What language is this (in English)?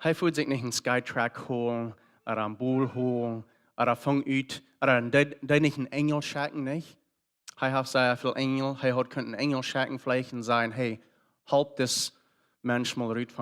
Plautdietsch